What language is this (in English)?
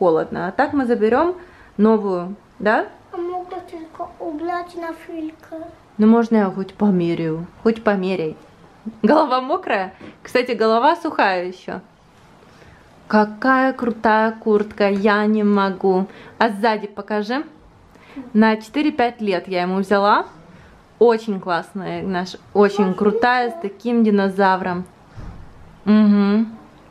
Russian